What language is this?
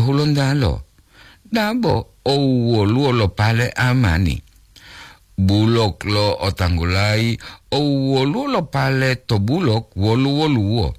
Gorontalo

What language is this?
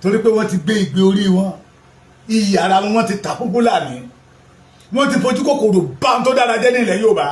Yoruba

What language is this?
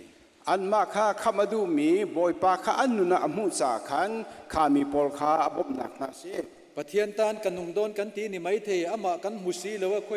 Hakha Chin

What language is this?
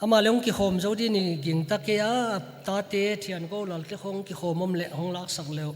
Paite Chin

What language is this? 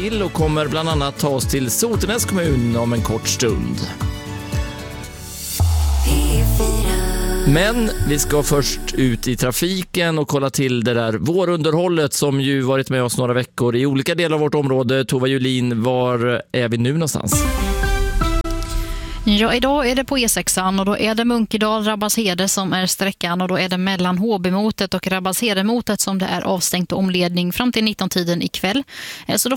Swedish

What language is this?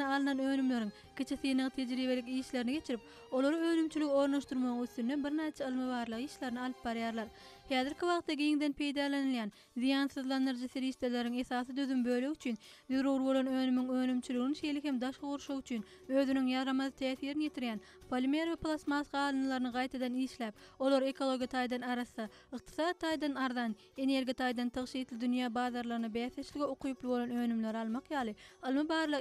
Turkmen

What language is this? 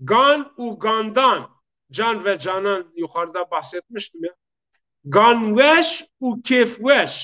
Zaza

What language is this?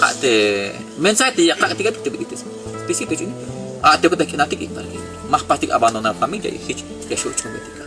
Tzeltal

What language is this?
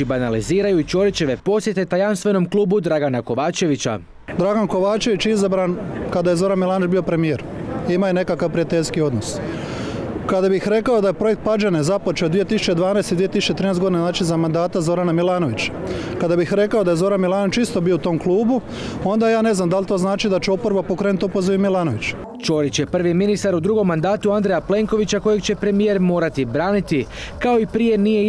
Croatian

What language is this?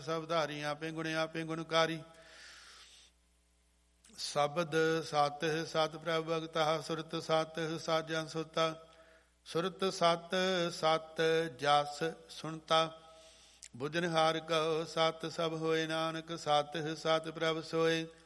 Punjabi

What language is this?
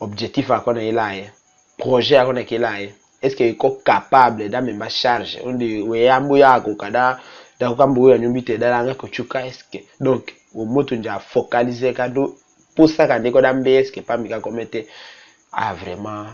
Tetela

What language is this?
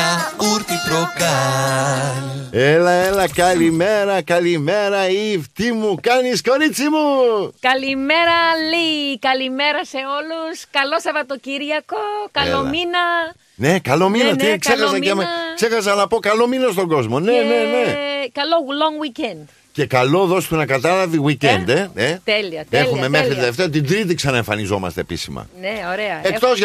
Greek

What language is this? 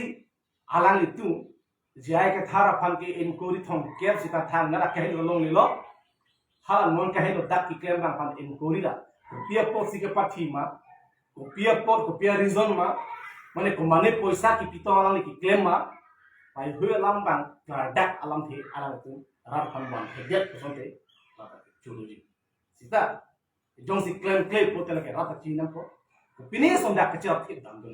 Karbi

